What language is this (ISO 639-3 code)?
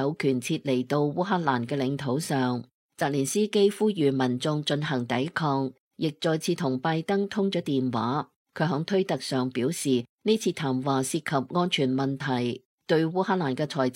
yue